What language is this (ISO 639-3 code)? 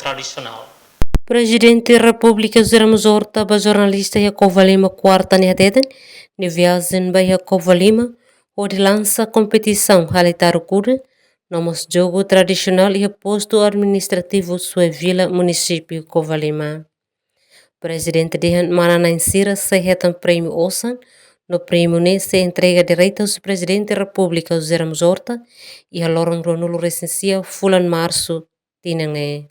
tet